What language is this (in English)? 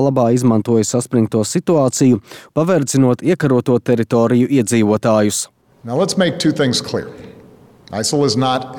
Latvian